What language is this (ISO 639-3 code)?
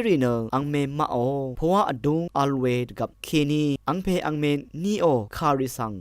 raw